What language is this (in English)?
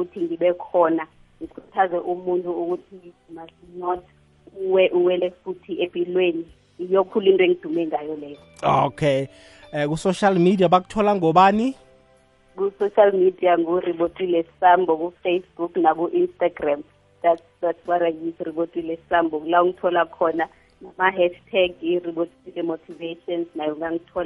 South Ndebele